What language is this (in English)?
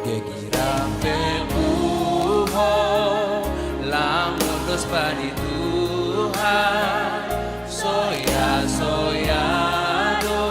Batak Simalungun